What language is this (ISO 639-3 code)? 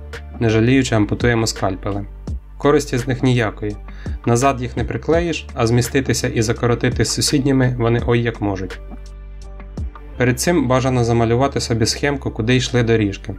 ukr